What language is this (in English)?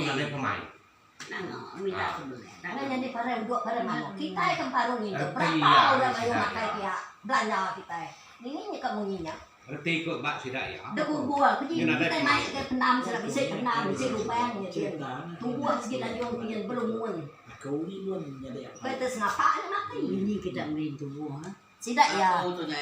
Iban